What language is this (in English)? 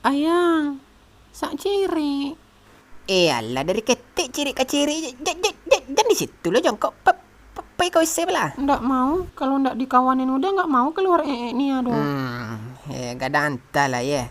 Minangkabau